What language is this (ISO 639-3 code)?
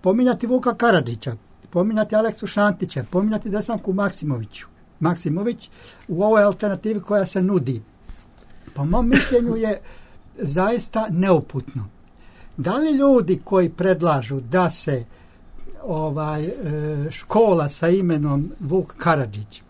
srp